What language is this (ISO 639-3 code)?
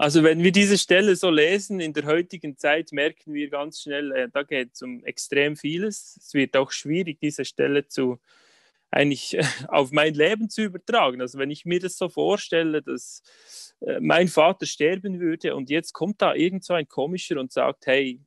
gsw